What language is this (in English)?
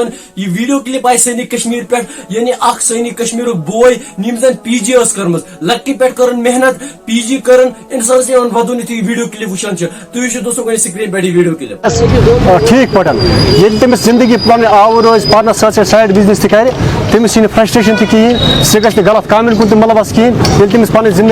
Kashmiri